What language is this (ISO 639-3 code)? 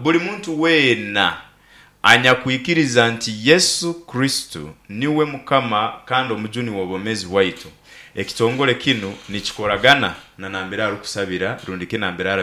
nyo